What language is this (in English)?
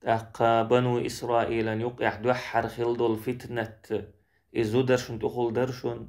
Chechen